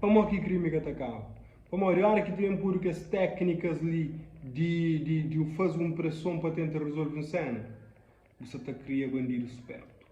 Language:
Kabuverdianu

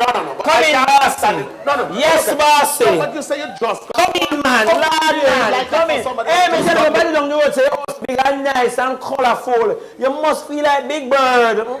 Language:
Jamaican Creole English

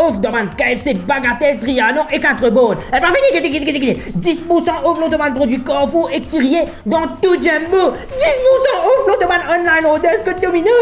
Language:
Morisyen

